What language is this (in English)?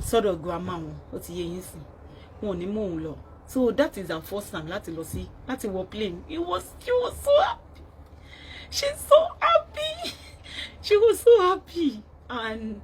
Yoruba